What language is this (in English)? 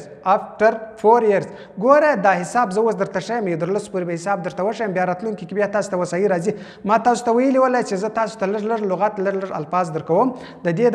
Pashto